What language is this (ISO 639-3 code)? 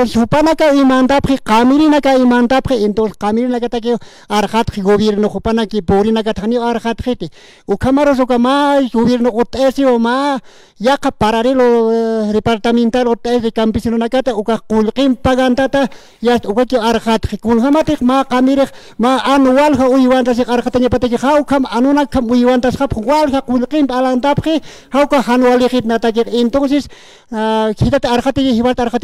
aym